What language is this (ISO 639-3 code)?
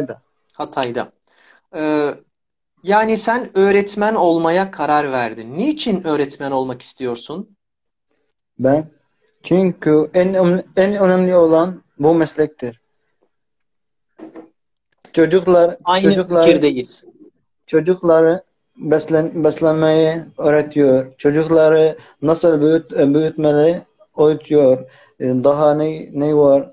tur